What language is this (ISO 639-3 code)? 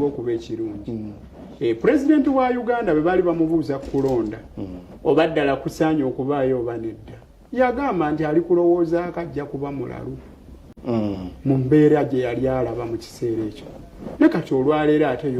lug